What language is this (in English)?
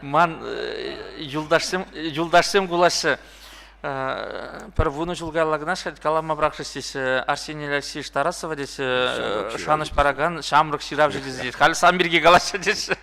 Chuvash